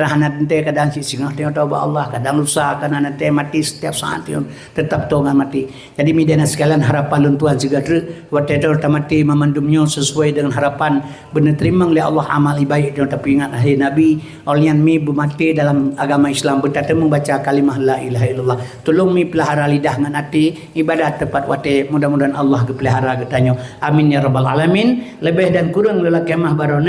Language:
Achinese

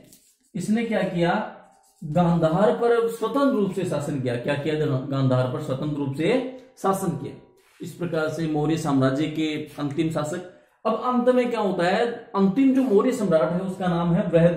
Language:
Hindi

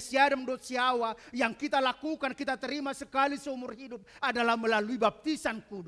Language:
Batak Toba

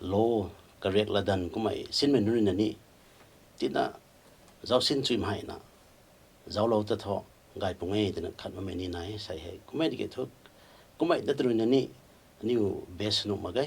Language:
Rongmei Naga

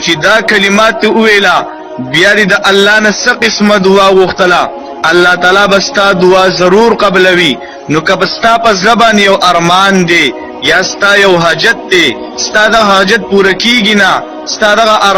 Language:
Pashto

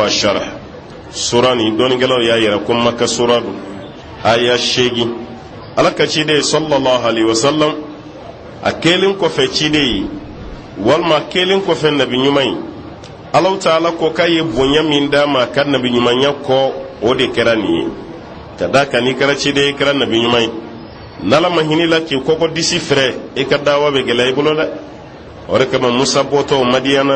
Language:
Bambara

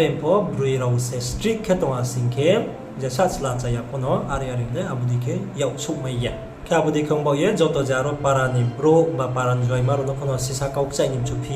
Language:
Riang (India)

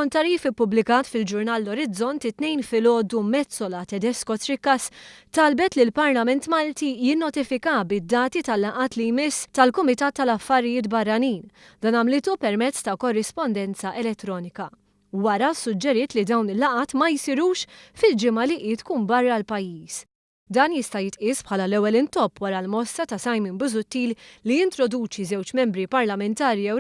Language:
Maltese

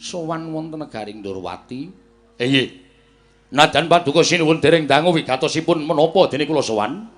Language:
Javanese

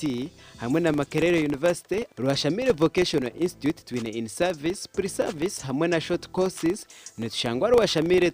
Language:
Nyankole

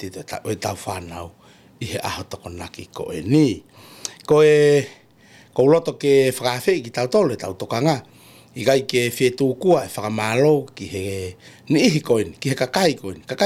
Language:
Tongan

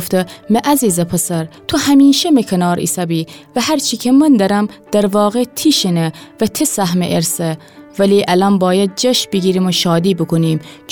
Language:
Gilaki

